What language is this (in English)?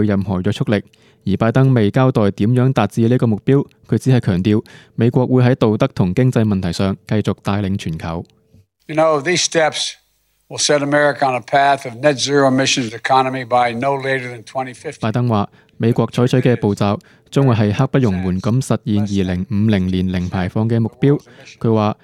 Cantonese